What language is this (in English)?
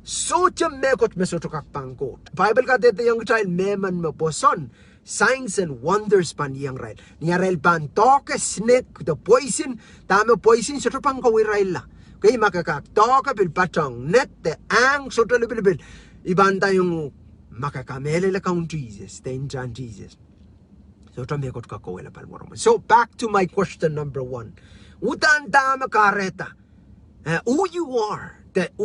Pohnpeian